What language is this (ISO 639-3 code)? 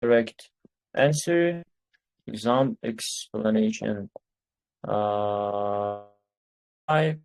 uzb